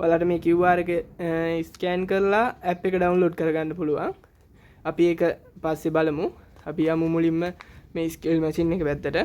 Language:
Sinhala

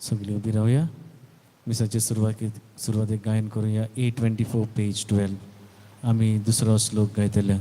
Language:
Konkani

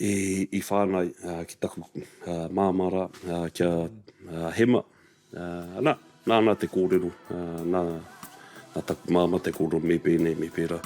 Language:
Māori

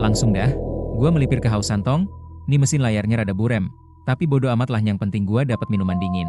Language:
Betawi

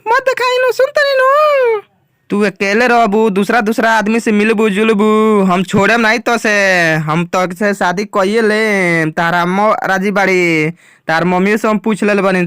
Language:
Bhojpuri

